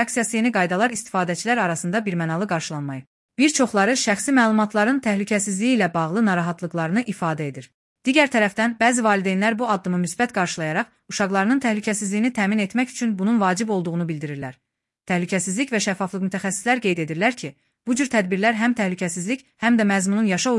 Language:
Azerbaijani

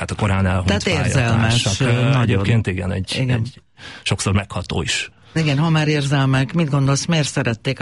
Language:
Hungarian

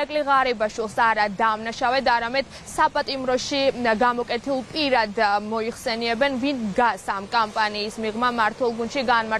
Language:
Georgian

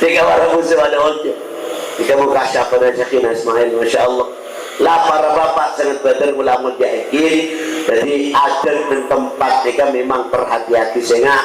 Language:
Madurese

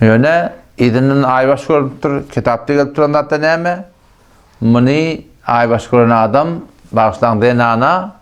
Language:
Turkmen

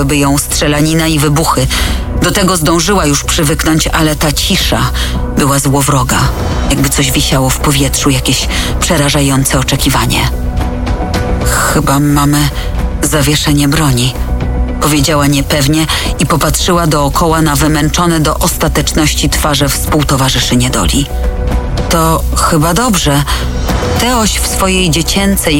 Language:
Polish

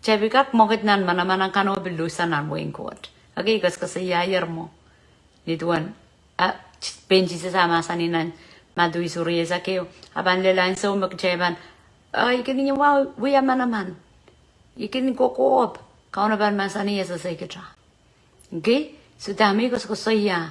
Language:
Pohnpeian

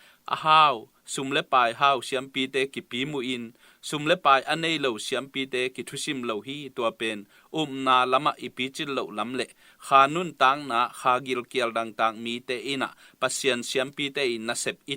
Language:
Tedim Chin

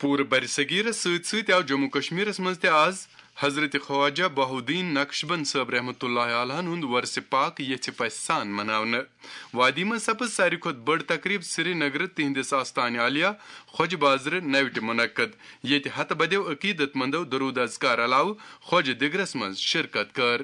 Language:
Kashmiri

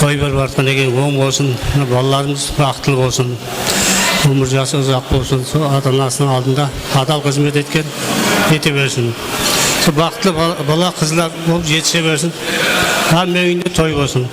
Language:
Kara-Kalpak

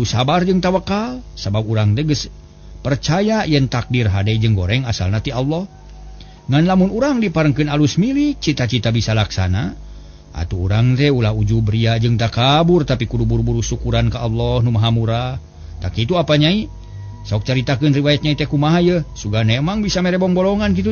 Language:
Sundanese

